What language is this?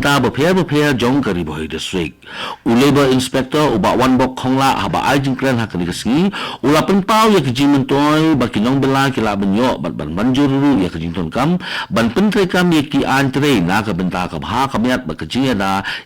Khasi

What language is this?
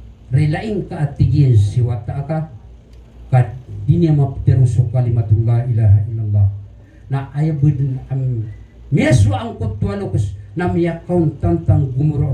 Maranao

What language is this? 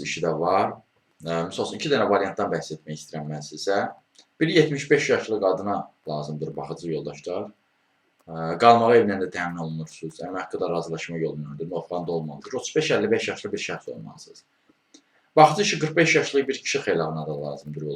Azerbaijani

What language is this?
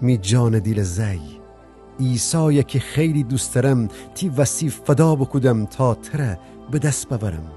Gilaki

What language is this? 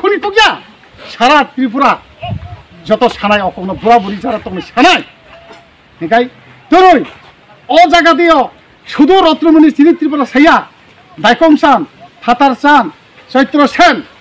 Riang (India)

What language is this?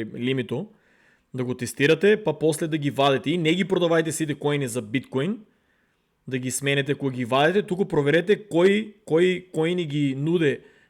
Macedonian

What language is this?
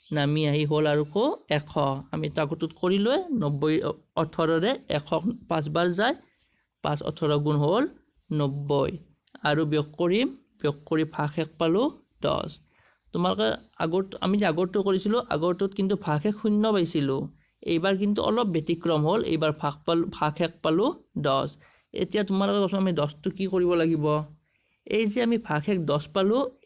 Assamese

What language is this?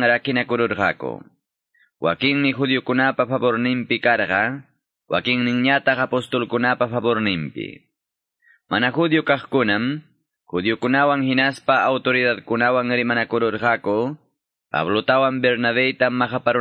Quechua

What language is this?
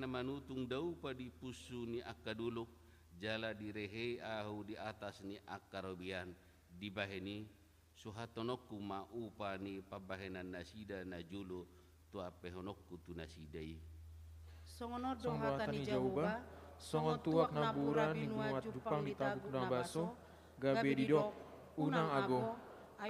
Batak Toba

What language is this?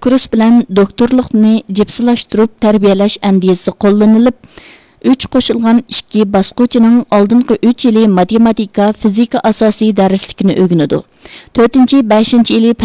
Uyghur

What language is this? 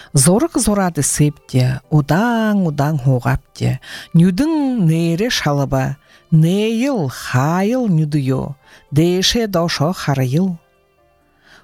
Buriat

